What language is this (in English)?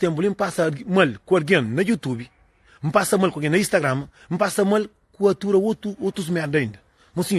Kabuverdianu